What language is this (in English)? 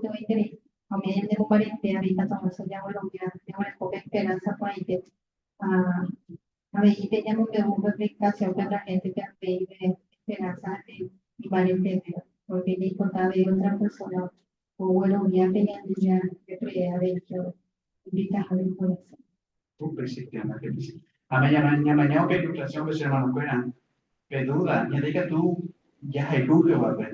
Guarani